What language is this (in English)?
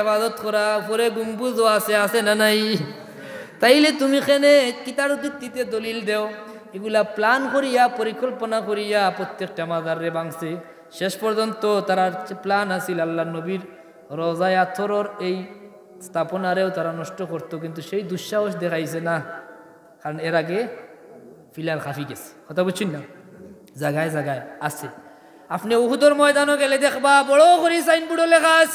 Sylheti